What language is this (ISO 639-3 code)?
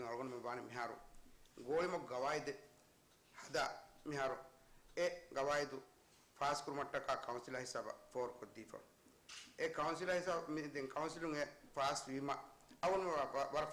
div